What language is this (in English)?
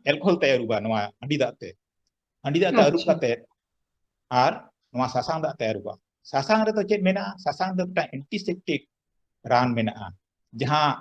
Santali